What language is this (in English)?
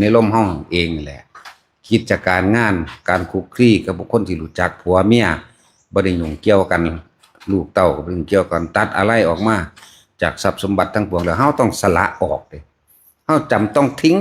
Northeastern Thai